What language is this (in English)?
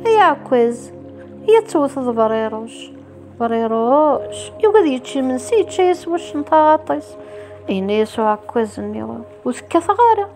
Kabyle